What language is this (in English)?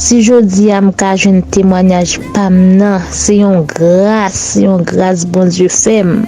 Haitian Creole